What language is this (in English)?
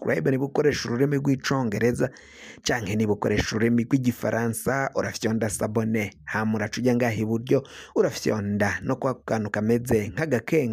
Rundi